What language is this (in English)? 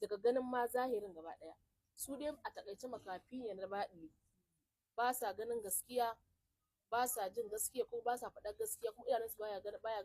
Hausa